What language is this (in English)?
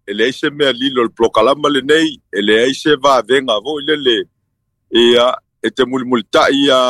Samoan